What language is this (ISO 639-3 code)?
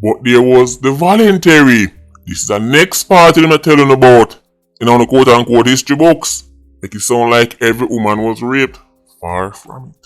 jam